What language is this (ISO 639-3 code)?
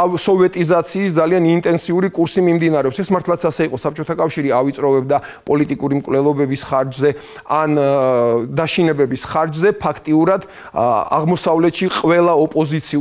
kat